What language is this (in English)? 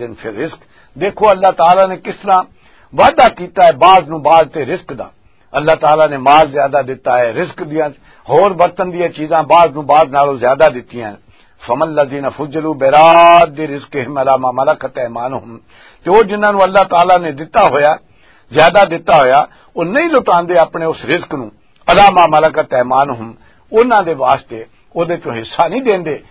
Western Panjabi